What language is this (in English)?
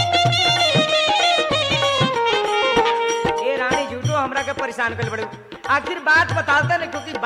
Bhojpuri